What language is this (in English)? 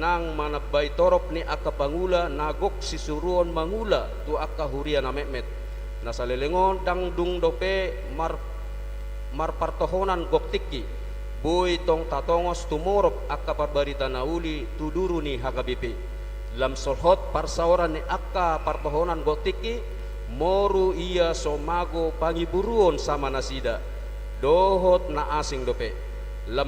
Batak Toba